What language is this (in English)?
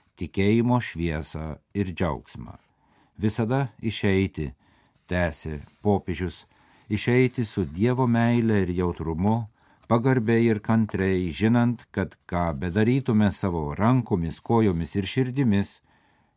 Lithuanian